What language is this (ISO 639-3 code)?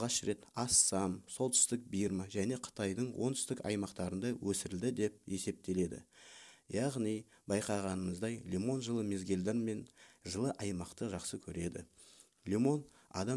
kaz